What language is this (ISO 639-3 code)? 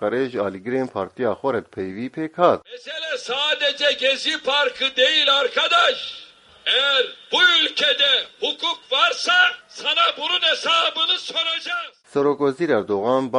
kur